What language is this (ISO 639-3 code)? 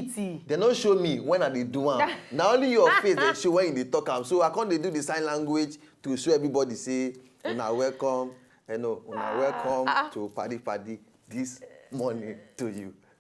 pcm